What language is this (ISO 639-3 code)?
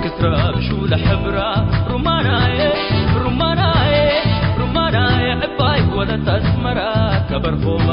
tig